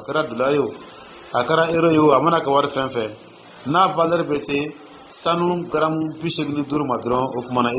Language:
Dyula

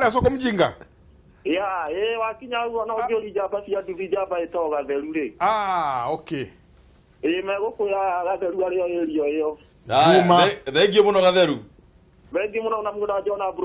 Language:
Kikuyu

